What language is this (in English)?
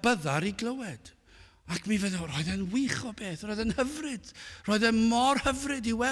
Welsh